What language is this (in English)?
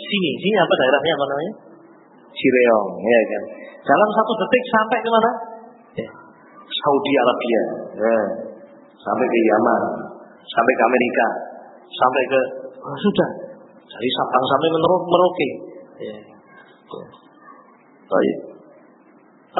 Indonesian